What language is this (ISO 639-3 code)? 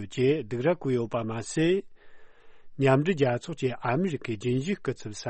bod